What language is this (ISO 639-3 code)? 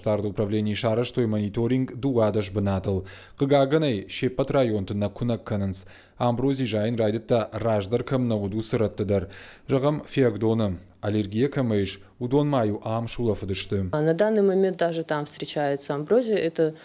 oss